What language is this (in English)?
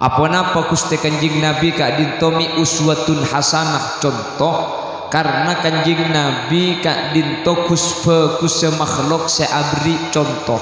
Madurese